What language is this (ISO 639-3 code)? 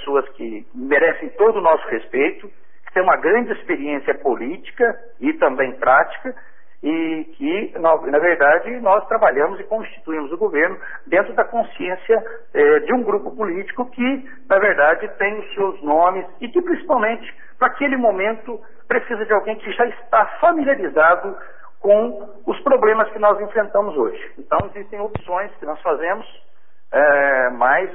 por